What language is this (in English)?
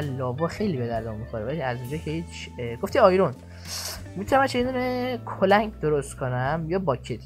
Persian